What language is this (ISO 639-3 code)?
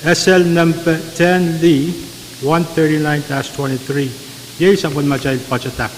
pon